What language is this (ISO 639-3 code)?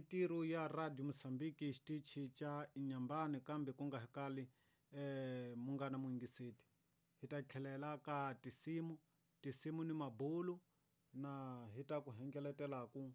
tso